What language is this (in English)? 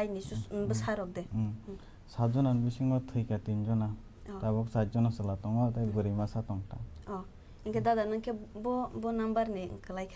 Kok Borok